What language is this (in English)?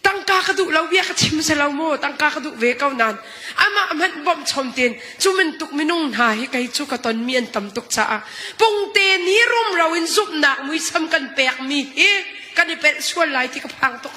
Hakha Chin